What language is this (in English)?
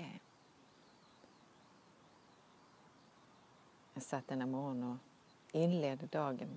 Swedish